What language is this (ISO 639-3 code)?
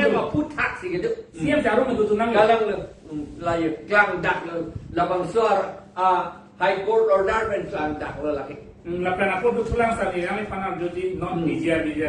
mjw